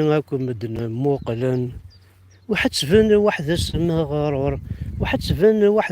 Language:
Kabyle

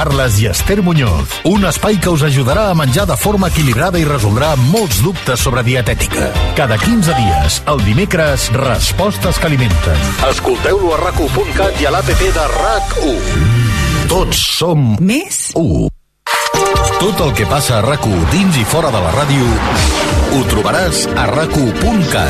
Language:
Catalan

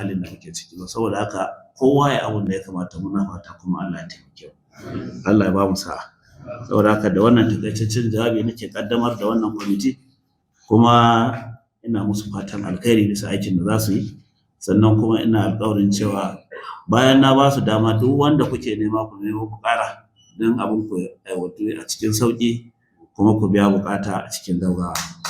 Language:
Hausa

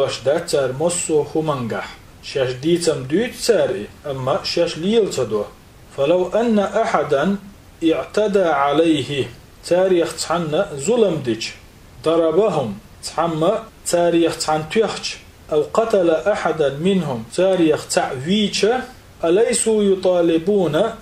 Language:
Chechen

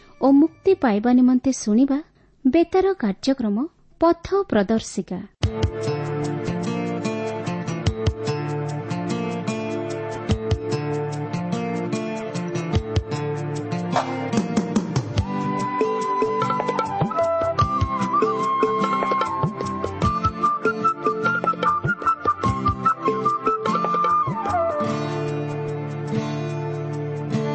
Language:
Odia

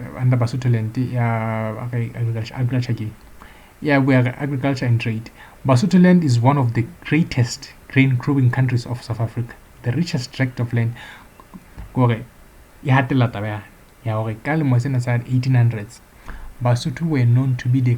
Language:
Southern Sotho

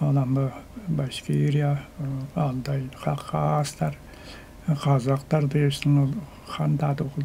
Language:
Tuvinian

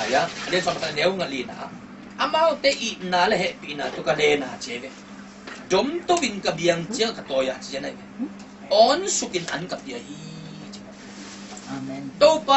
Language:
Tedim Chin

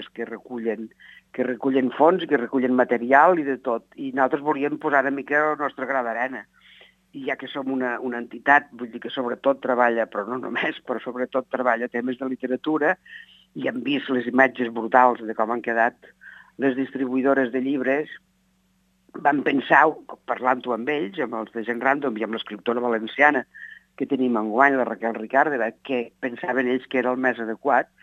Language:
Catalan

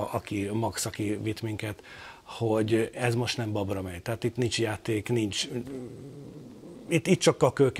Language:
Hungarian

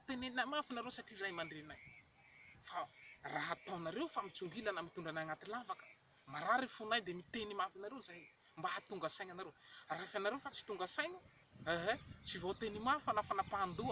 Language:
Malagasy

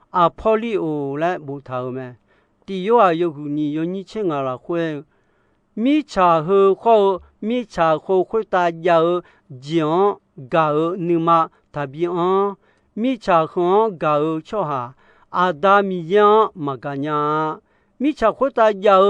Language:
Akha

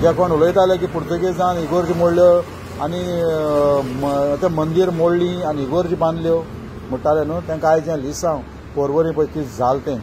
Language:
Konkani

